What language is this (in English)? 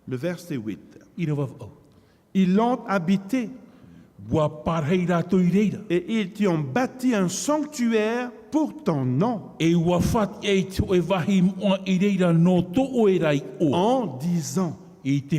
Tahitian